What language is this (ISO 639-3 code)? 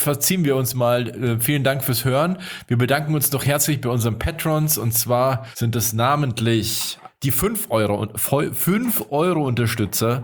deu